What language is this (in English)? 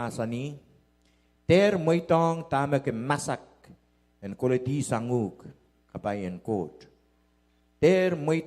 Pohnpeian